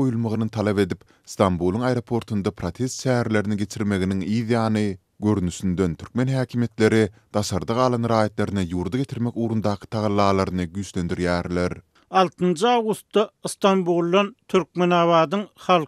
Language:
Turkmen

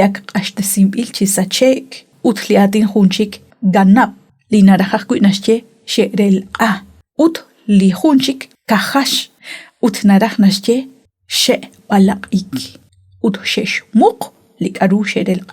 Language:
Kekchí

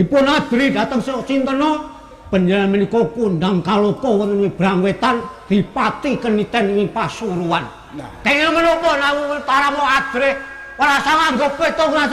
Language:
Javanese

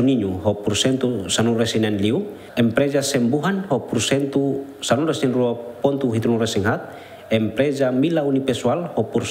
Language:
Tetum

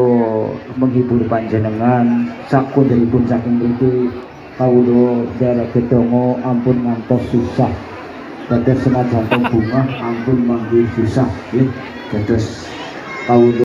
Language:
Javanese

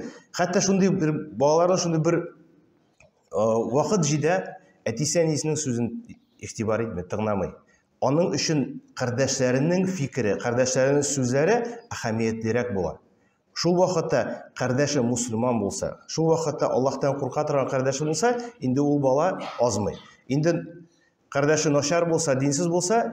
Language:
Tatar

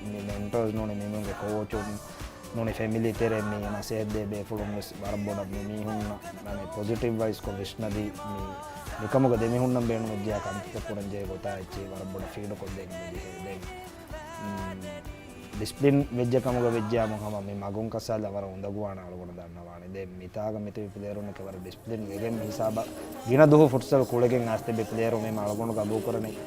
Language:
Divehi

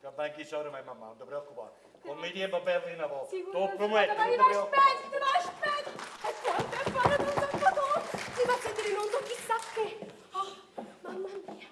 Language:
Neapolitan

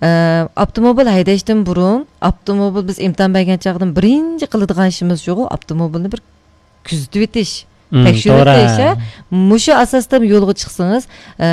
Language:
Uyghur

